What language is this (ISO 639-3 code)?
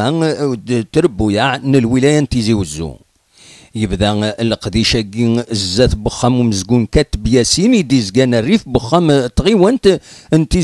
kab